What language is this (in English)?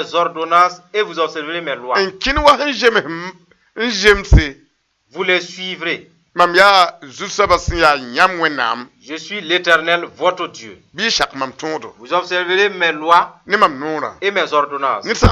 Mossi